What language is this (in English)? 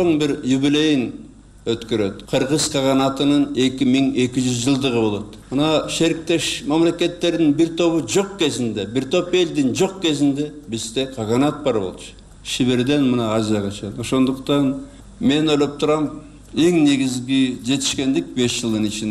Kyrgyz